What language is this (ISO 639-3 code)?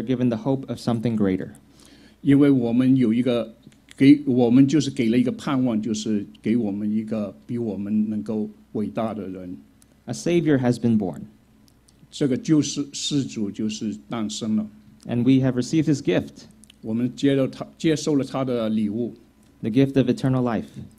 zho